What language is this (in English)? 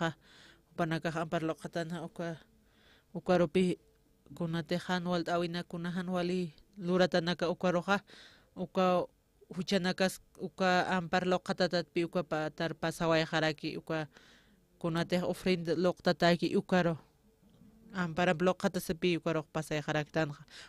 Aymara